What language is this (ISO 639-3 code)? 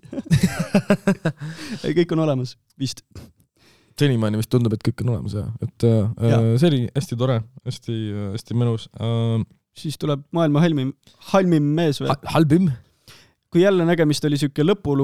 est